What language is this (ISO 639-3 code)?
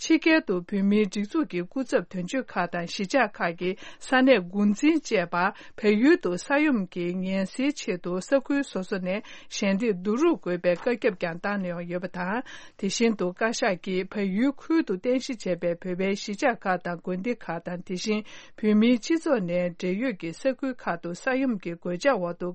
bod